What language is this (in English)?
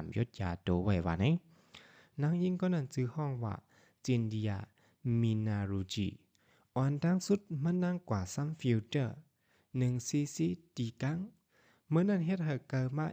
Shan